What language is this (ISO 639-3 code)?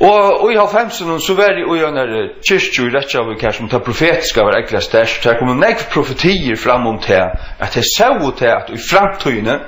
fao